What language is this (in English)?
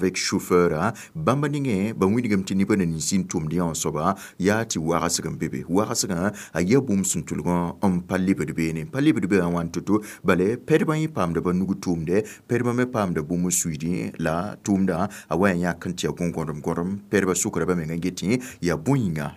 Mossi